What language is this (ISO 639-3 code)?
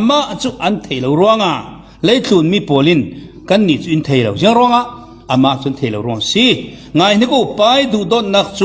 cfm